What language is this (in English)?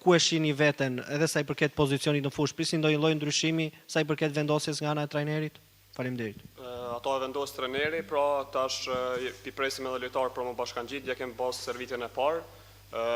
Albanian